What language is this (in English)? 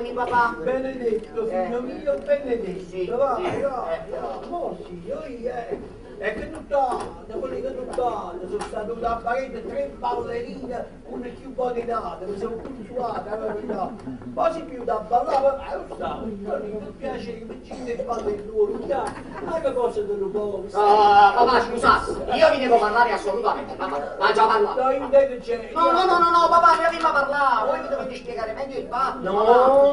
Neapolitan